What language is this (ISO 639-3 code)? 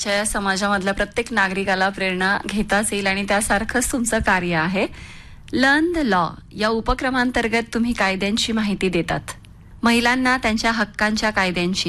mar